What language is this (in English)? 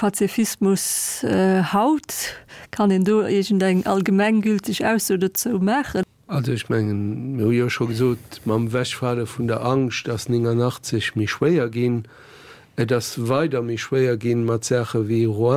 Luxembourgish